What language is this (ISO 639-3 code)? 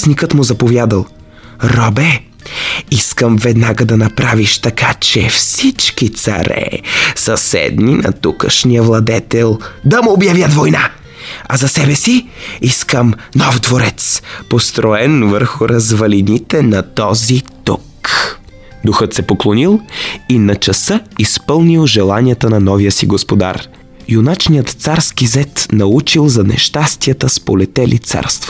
bul